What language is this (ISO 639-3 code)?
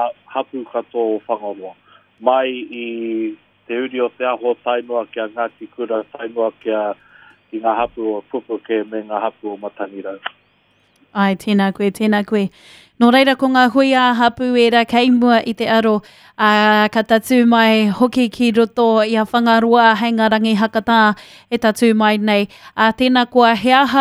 mri